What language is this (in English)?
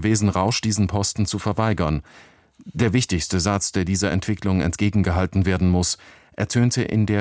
German